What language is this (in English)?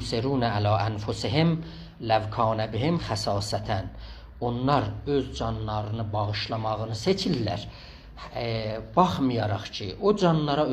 South Azerbaijani